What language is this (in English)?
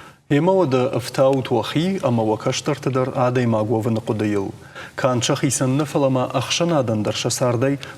Ossetic